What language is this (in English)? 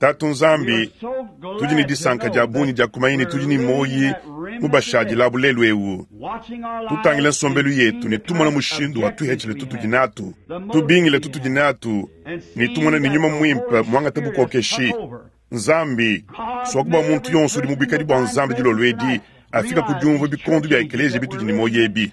Luba-Lulua